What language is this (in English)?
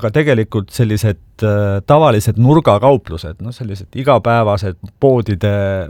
Estonian